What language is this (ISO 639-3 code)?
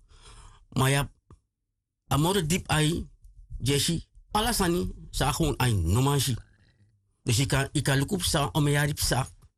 srn